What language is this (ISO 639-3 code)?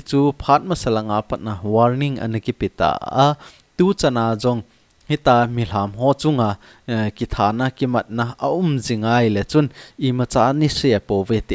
tcz